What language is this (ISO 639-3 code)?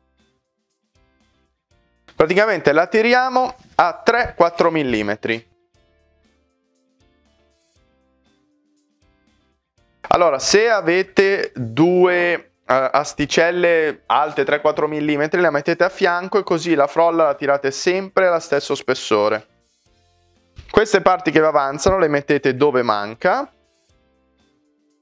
ita